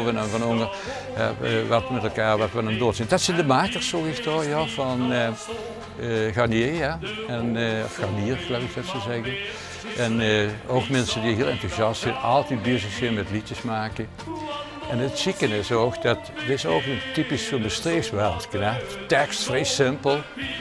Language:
Limburgish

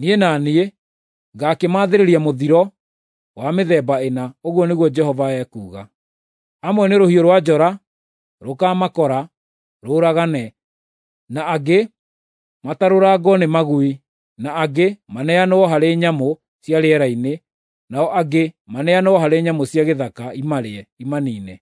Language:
Kikuyu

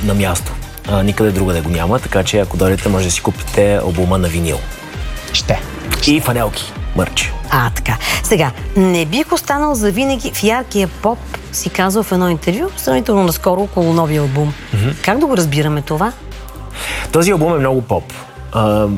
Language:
Bulgarian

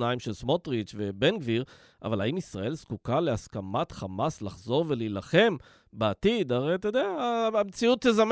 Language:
Hebrew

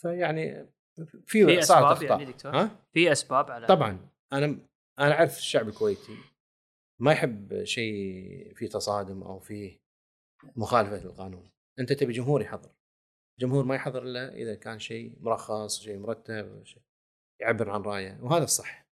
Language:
Gulf Arabic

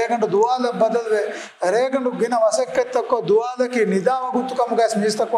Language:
Divehi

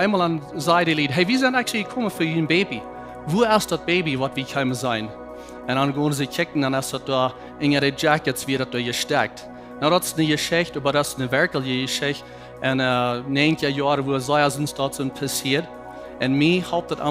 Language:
Plautdietsch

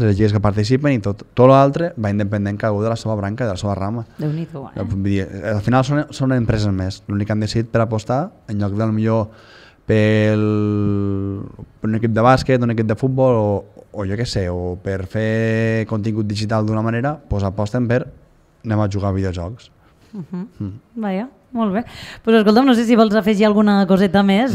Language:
Catalan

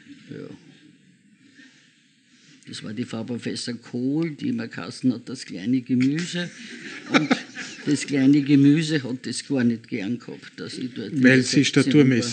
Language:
German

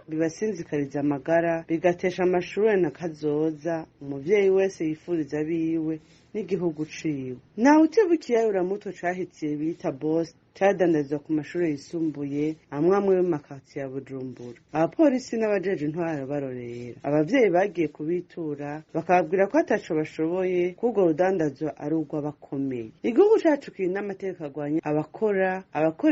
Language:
Rundi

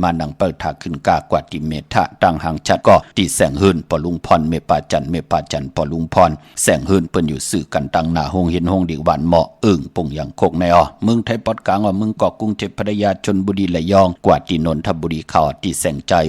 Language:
Shan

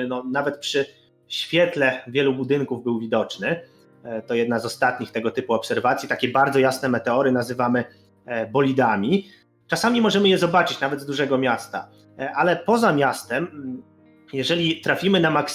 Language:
Polish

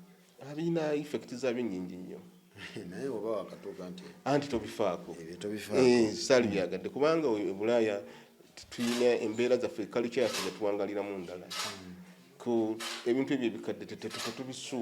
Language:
Ganda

